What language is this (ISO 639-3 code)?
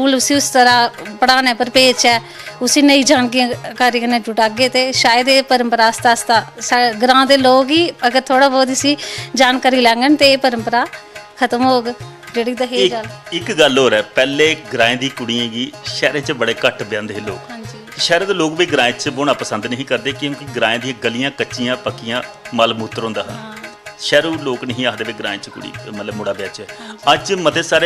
doi